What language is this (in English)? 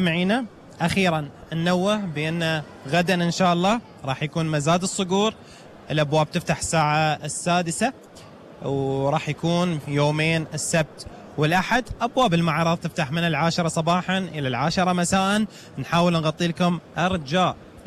Gulf Arabic